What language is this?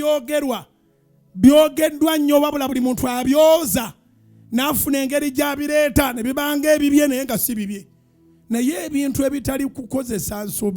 Ganda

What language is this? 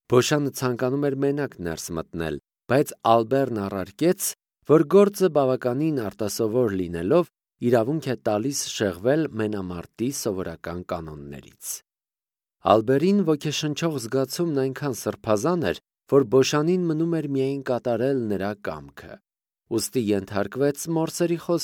Armenian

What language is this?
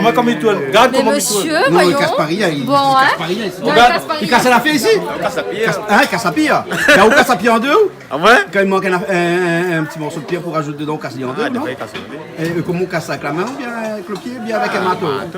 Réunion Creole French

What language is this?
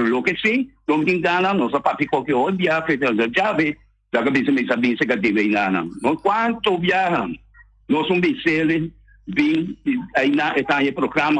Papiamento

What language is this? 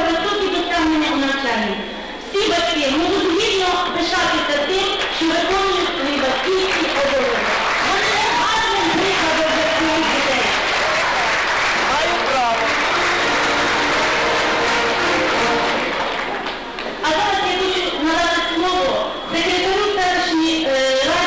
Ukrainian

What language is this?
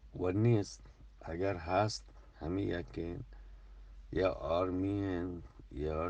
Eastern Balochi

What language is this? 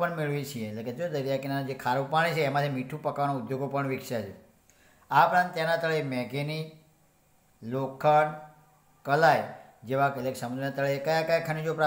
Gujarati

